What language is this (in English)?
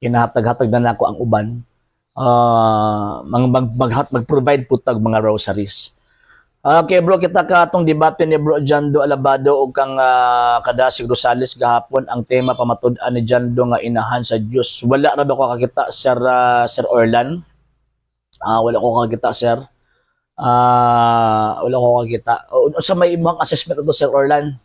Cebuano